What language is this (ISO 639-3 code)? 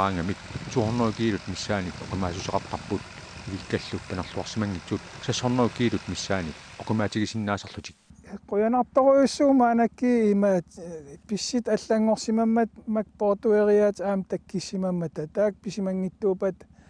kal